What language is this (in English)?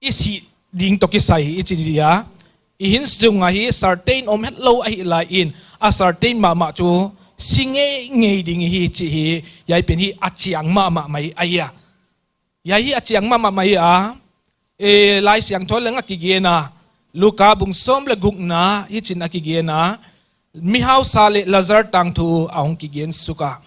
Paite Chin